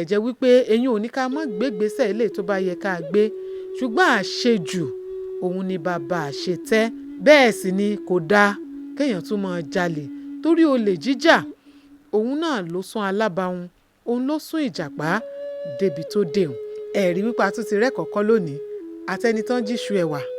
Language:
Yoruba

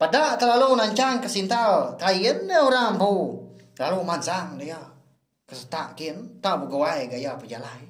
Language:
Iban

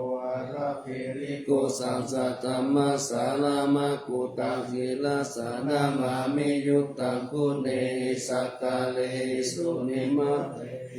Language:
Pali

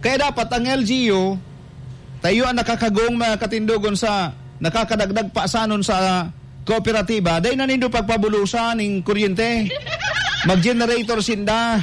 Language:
Bikol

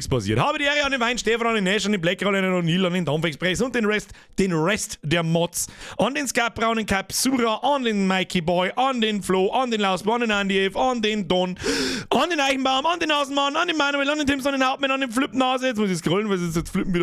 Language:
Bavarian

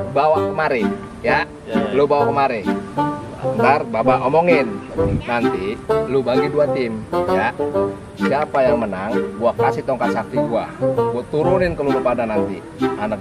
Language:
Betawi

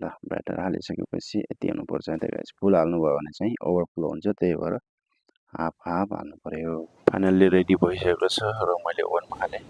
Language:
Nepali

